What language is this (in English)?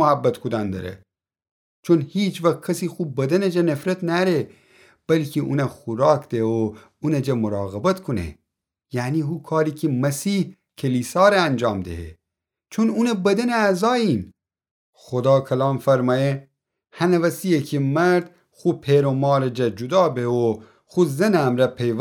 Gilaki